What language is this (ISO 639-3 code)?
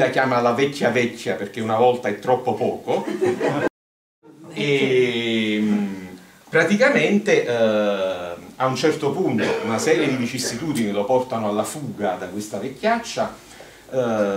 ita